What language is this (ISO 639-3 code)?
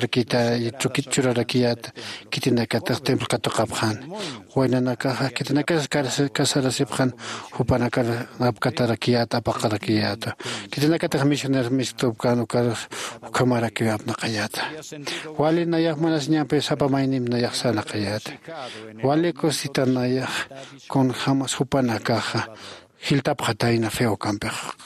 aym